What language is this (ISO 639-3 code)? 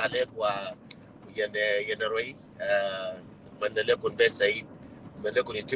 nus